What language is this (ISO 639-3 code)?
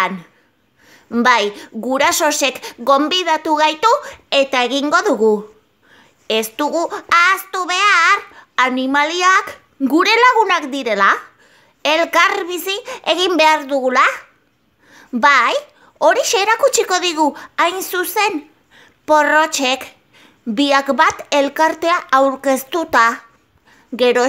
eus